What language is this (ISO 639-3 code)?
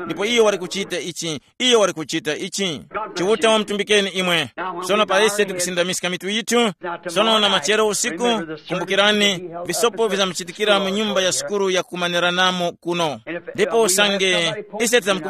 tum